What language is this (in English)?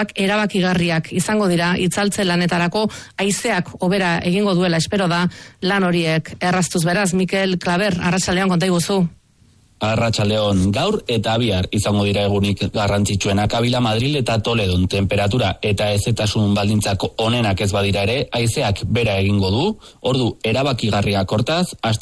Basque